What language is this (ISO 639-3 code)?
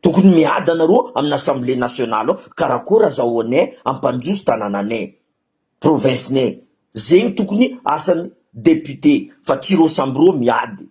mlg